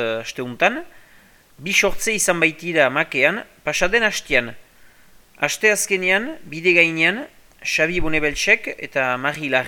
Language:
Basque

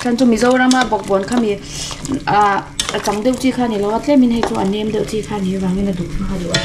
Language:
Mizo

